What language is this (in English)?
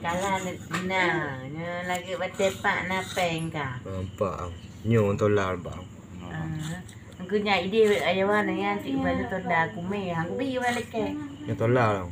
Achinese